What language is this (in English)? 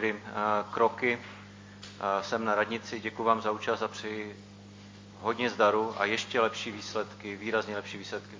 Czech